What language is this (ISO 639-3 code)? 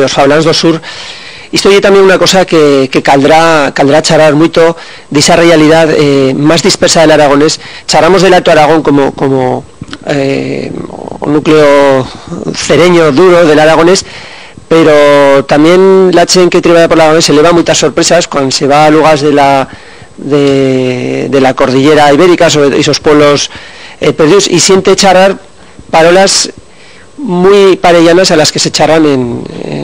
arg